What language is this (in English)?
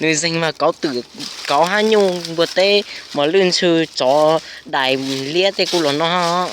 Hmong